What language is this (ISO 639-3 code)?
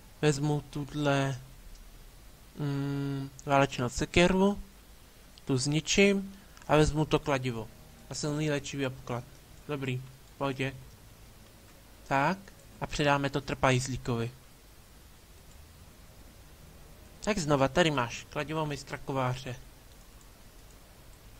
ces